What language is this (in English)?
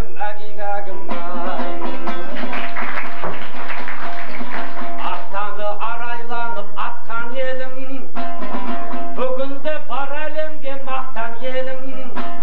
Kazakh